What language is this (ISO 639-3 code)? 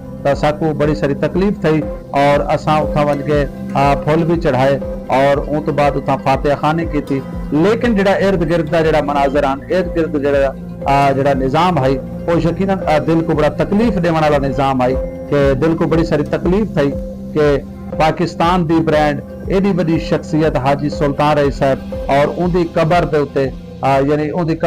skr